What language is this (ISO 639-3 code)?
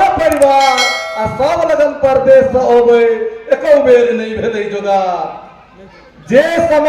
mai